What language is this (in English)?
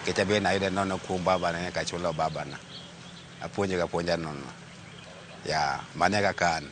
Luo (Kenya and Tanzania)